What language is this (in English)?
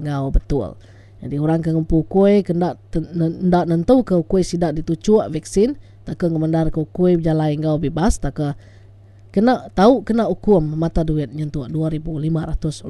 Iban